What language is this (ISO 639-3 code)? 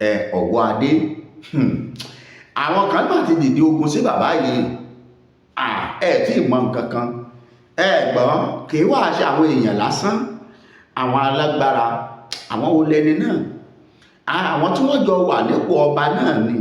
yor